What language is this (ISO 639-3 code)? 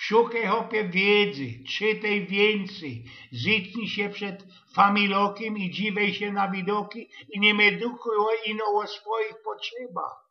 szl